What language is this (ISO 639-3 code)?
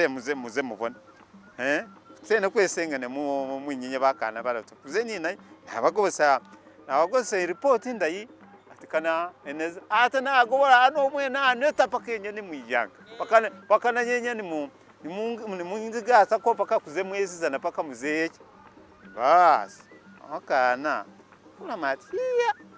myx